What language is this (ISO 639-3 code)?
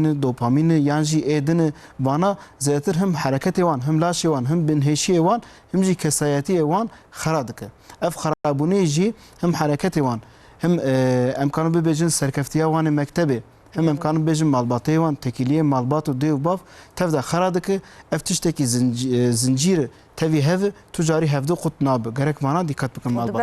kur